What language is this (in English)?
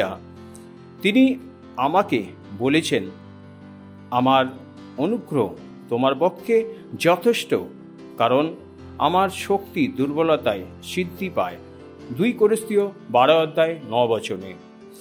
Bangla